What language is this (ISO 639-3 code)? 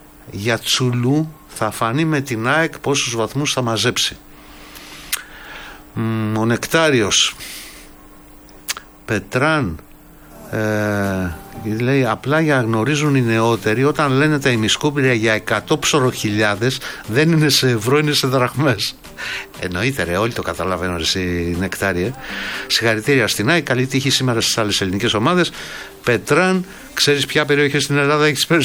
ell